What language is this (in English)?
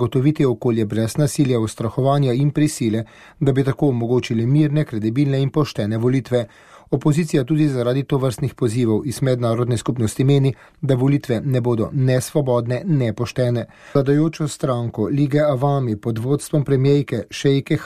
Slovenian